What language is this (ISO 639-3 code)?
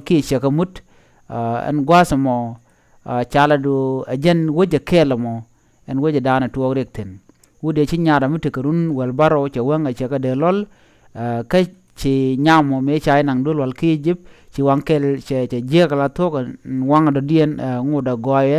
nus